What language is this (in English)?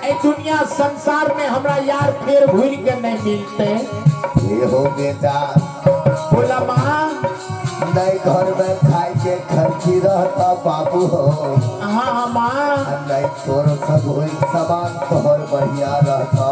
Maithili